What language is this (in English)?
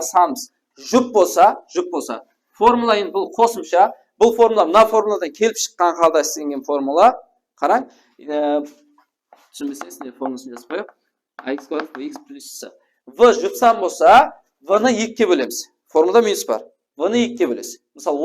Kara-Kalpak